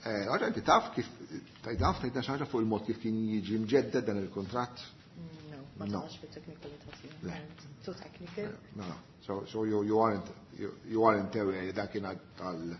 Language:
Maltese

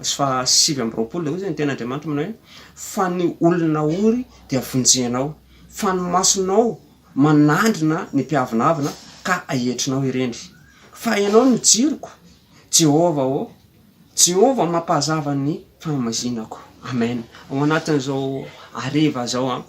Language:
Malagasy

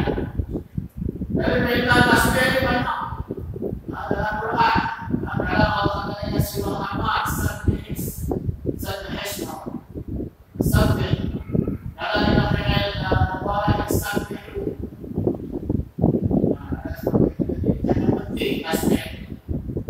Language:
Malay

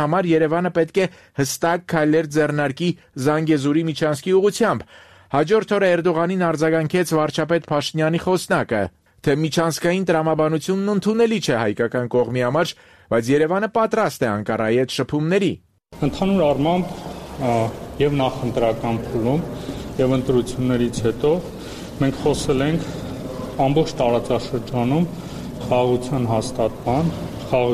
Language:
Armenian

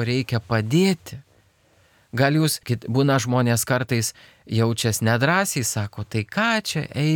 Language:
Lithuanian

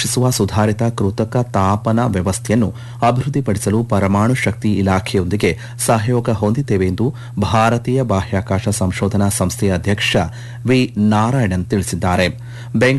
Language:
Kannada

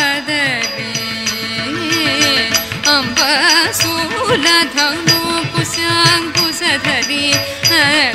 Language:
Sanskrit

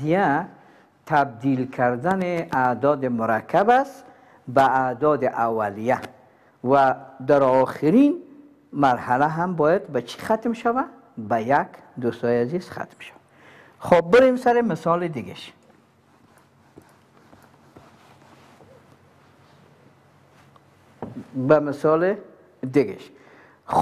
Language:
Persian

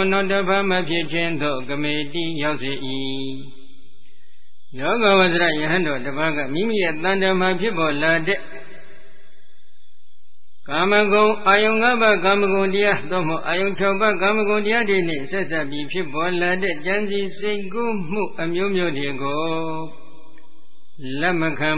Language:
Burmese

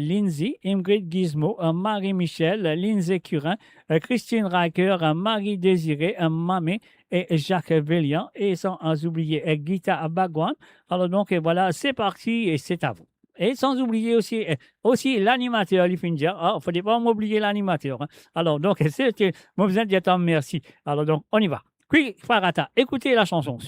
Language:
Morisyen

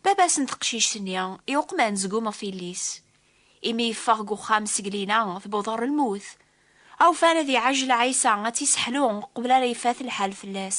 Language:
Kabyle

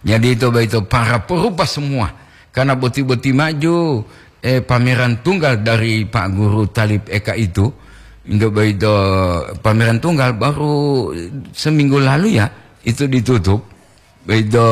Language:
Gorontalo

